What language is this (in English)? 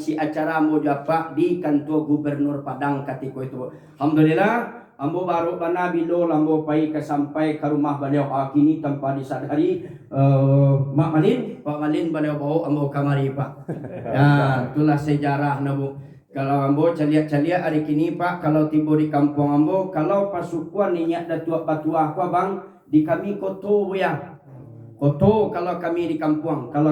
Minangkabau